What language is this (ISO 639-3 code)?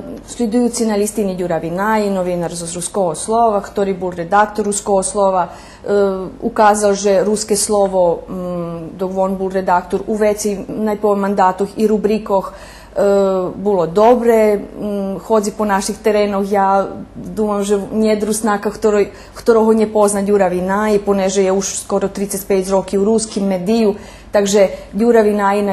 rue